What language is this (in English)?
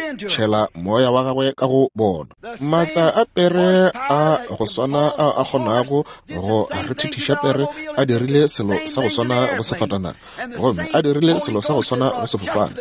Northern Sotho